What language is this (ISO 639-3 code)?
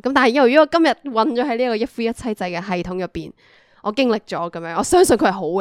yue